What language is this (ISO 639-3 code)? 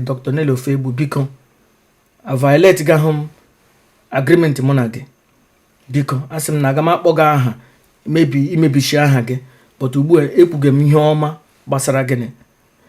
ibo